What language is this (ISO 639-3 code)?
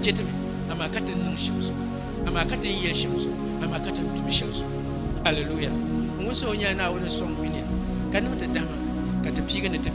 dag